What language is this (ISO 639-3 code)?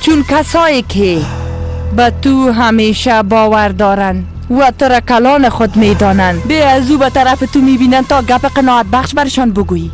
fas